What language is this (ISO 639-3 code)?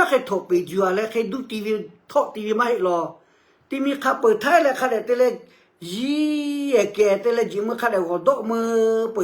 lhu